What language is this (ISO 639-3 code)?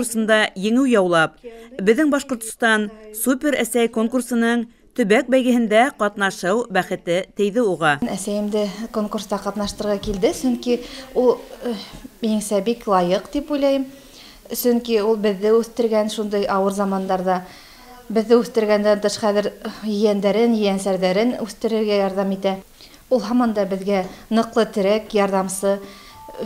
bak